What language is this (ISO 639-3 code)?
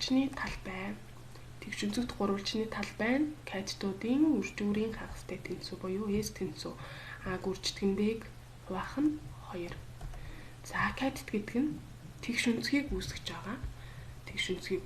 mon